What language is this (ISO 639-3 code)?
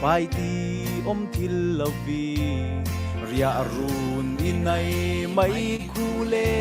cfm